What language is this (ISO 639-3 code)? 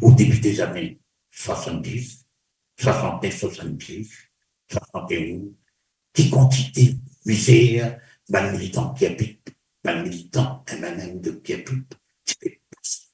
mfe